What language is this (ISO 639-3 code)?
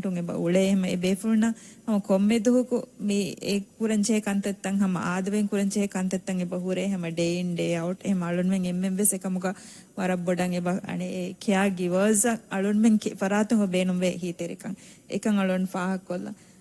div